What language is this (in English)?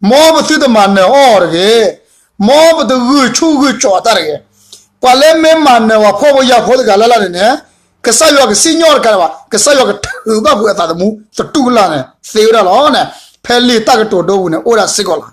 S'gaw Karen